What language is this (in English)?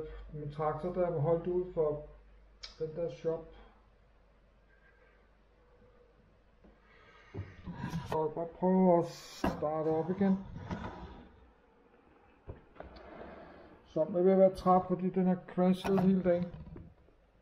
Danish